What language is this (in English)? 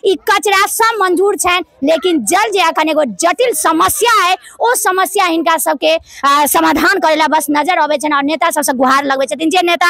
Maithili